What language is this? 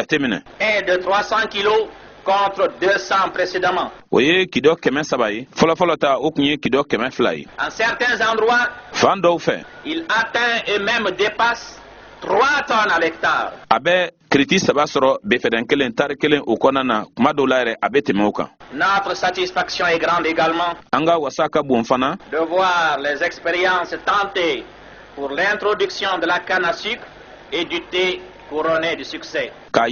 Bambara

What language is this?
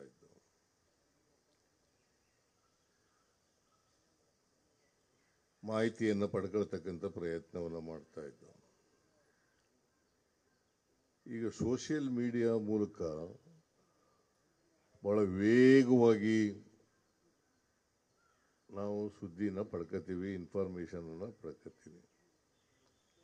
Kannada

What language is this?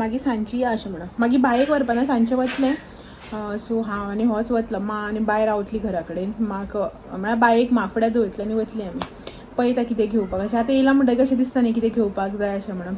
Konkani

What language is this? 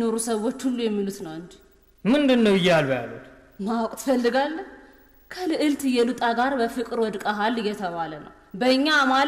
Amharic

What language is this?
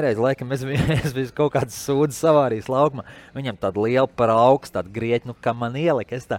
Latvian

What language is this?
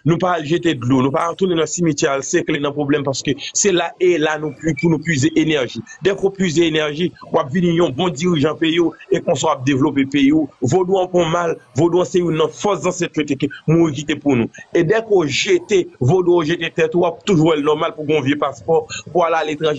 Haitian Creole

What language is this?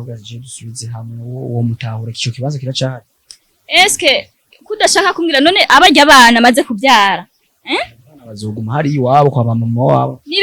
Rundi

